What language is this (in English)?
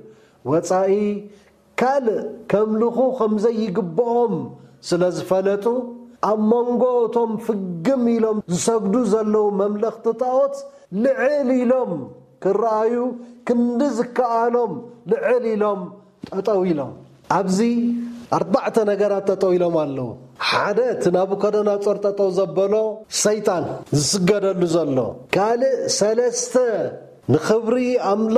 Tigrinya